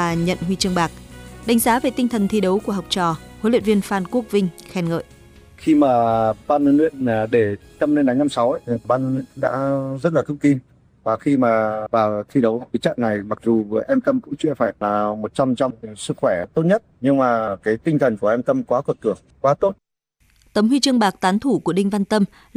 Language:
Vietnamese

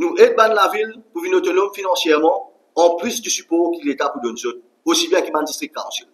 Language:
Morisyen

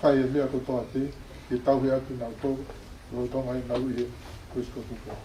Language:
Tongan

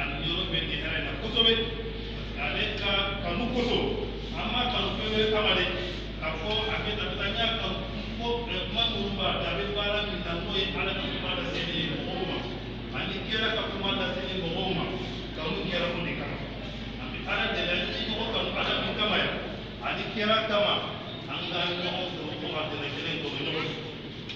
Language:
Bambara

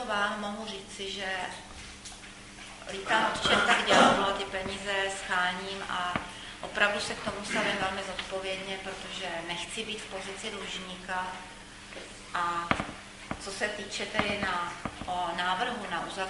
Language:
Czech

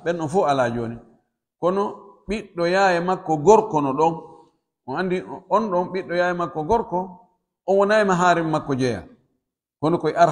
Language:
Pular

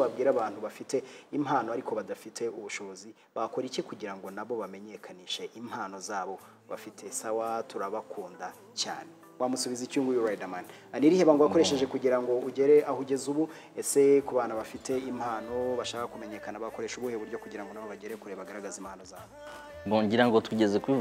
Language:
Kinyarwanda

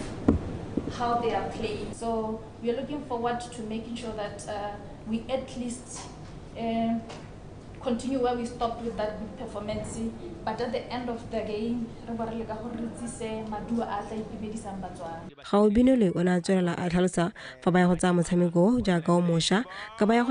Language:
Tswana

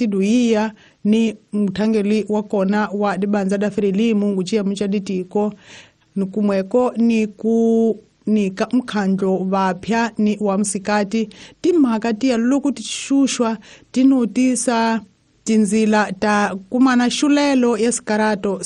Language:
Tsonga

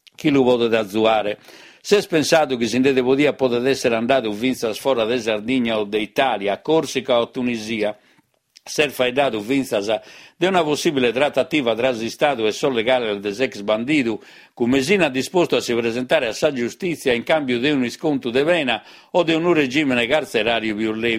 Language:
Sardinian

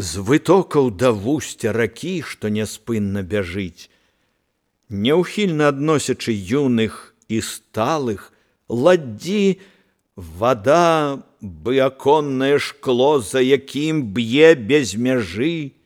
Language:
Belarusian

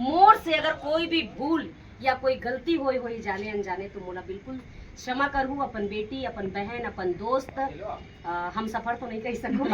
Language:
Chhattisgarhi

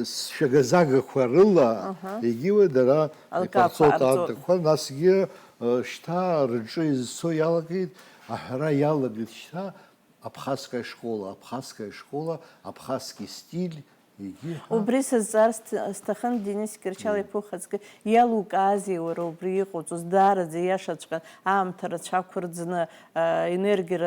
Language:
Abkhazian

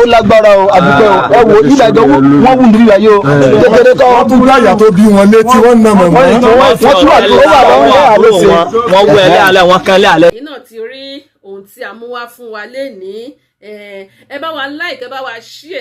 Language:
Yoruba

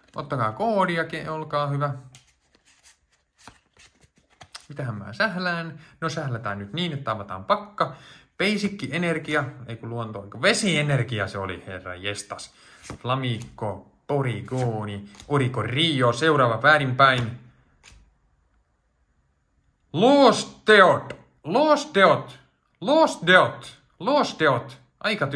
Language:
Finnish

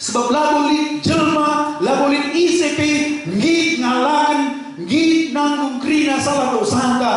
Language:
Batak Karo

